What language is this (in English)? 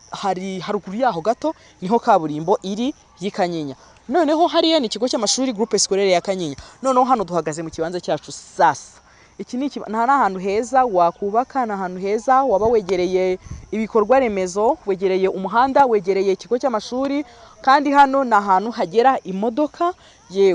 Kinyarwanda